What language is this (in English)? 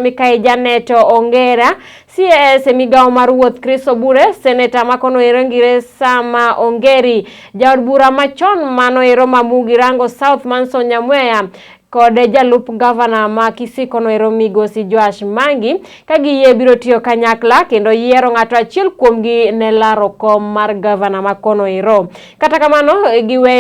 Luo (Kenya and Tanzania)